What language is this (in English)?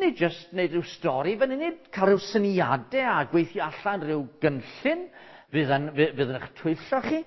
Welsh